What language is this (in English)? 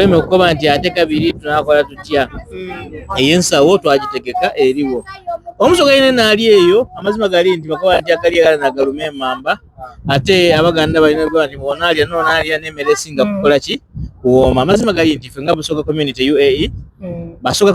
Soga